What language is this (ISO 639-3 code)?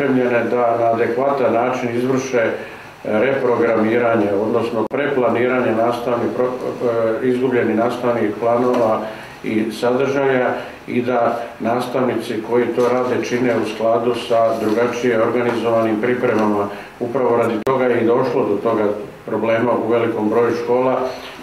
srp